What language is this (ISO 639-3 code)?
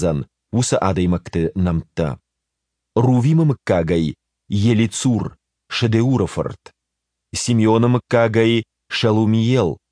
oss